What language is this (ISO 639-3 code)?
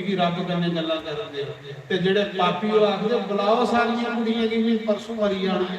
doi